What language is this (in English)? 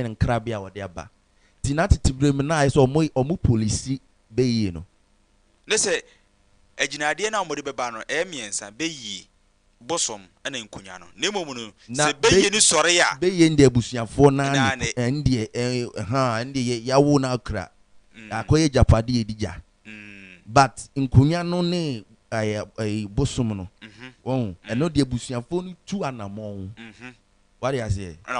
Akan